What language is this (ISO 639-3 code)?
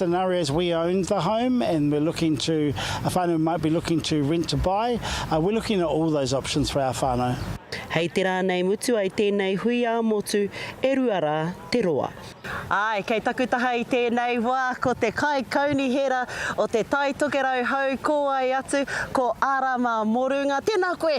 mri